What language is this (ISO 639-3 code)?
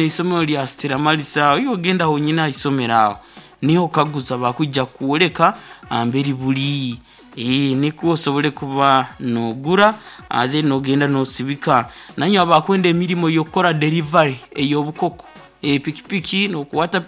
nyo